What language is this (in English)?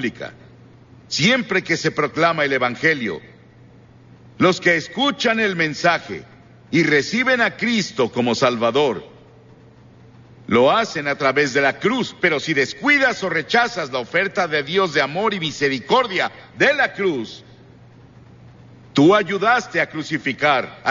Spanish